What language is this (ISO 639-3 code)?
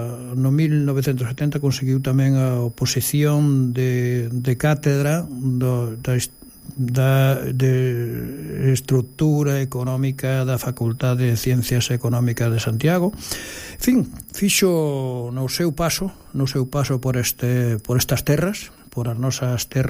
glg